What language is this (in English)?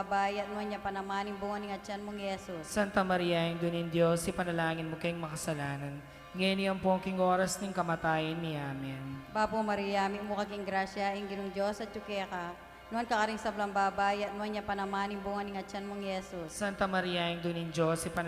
Pampanga